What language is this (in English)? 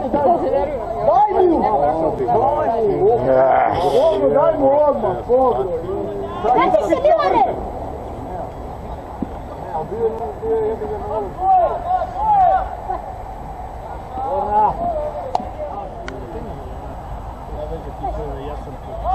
Serbian